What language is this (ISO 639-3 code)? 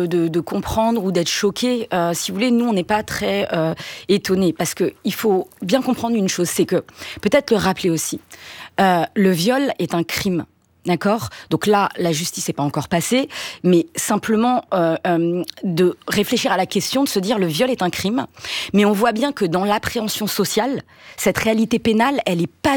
fra